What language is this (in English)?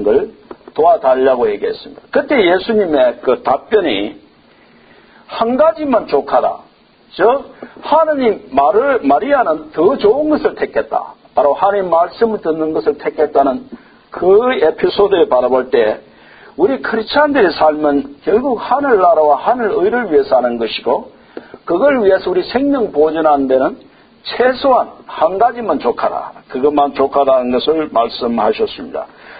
Korean